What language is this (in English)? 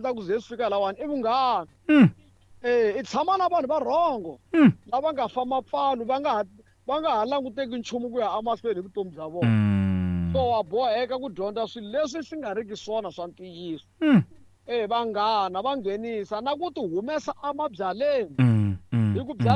Tsonga